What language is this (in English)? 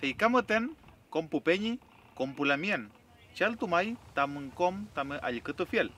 Mapuche